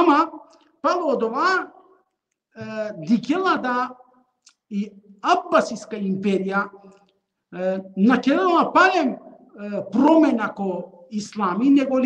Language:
Balkan Romani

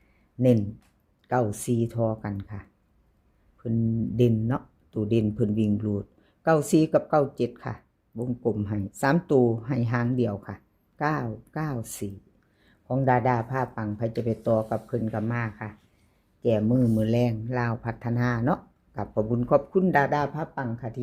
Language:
Northeastern Thai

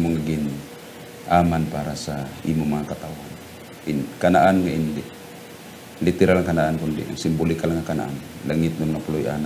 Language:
Hiligaynon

